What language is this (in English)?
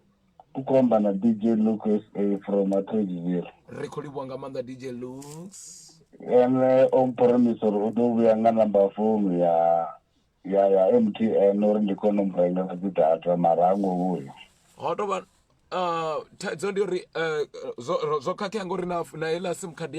Venda